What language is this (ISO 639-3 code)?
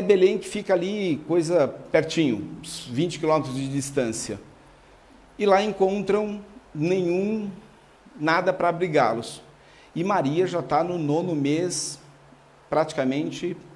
por